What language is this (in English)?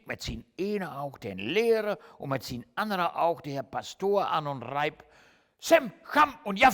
Low German